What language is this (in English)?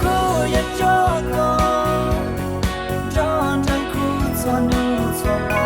Hmong